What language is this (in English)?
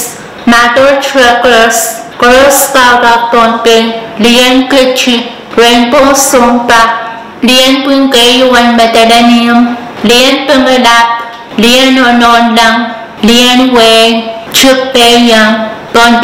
Pohnpeian